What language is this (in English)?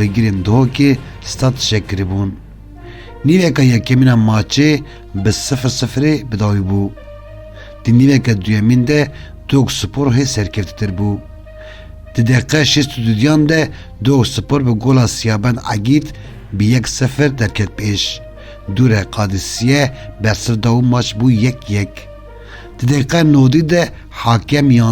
Kurdish